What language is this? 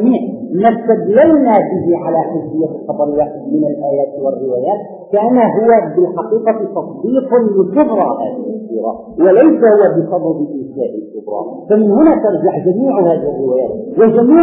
Arabic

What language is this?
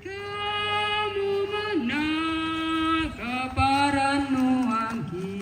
Toraja-Sa'dan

